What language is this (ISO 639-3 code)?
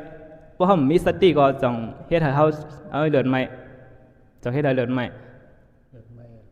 shn